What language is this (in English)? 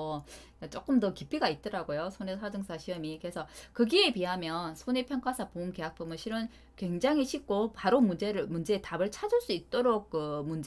Korean